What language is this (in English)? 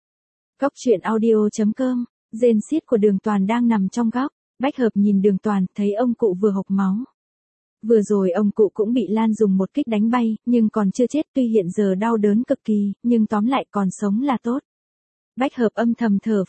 Vietnamese